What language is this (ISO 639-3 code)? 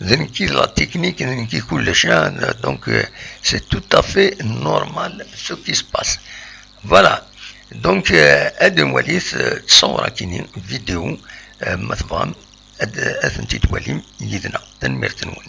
kab